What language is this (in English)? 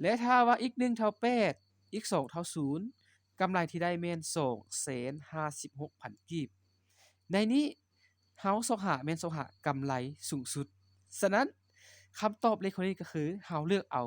Lao